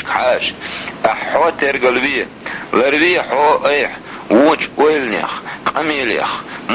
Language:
Chechen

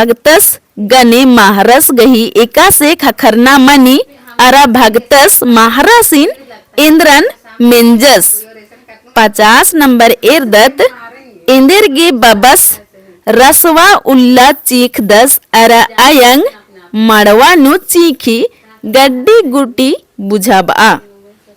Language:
Kurukh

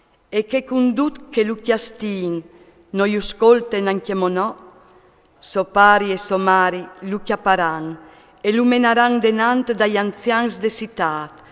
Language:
Friulian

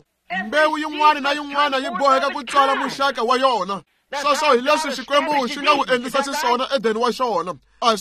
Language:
Tsonga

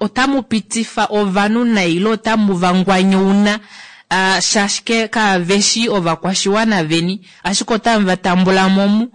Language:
Kuanyama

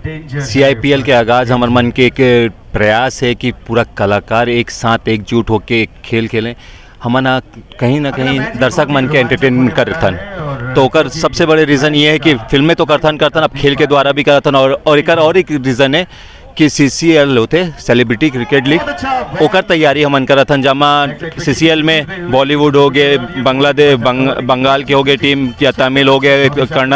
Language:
Chhattisgarhi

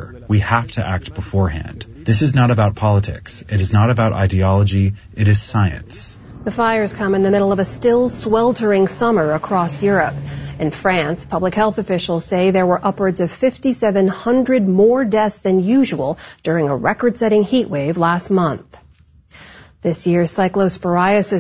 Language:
English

